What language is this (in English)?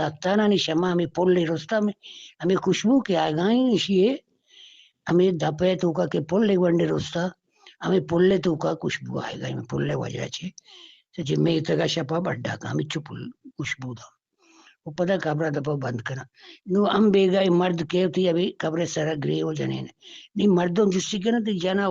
Eastern Balochi